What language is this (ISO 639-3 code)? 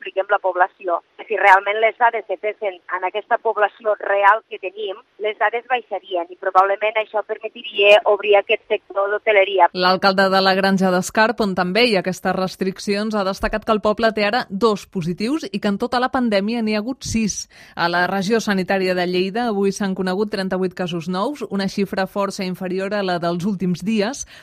cat